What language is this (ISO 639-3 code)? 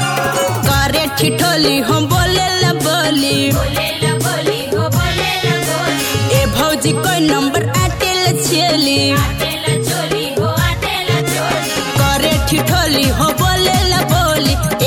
bho